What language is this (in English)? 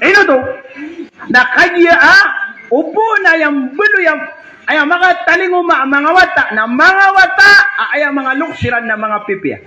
Maranao